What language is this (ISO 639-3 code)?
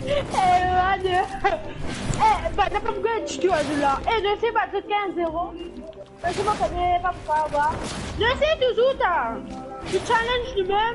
mfe